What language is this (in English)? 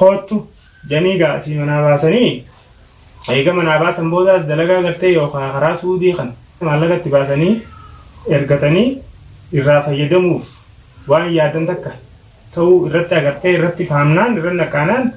Oromo